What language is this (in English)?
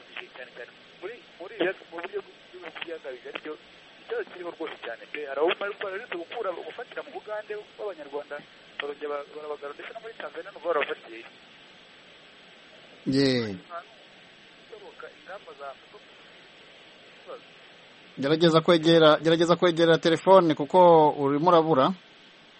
Kinyarwanda